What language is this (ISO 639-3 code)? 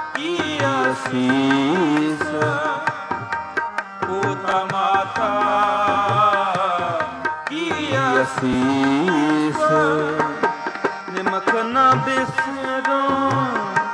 pan